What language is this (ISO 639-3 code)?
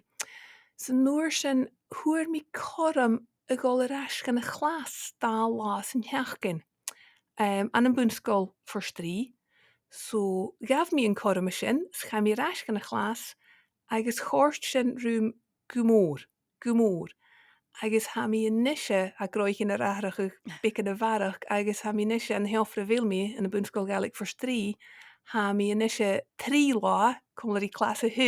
gla